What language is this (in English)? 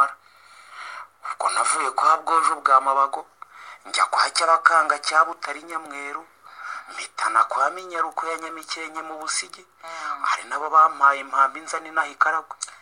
Kinyarwanda